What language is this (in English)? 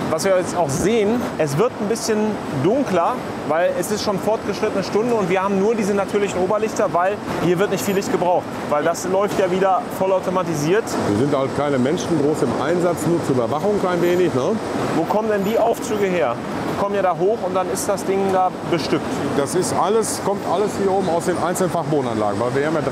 German